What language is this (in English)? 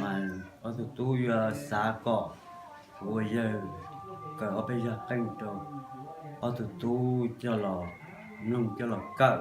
Hmong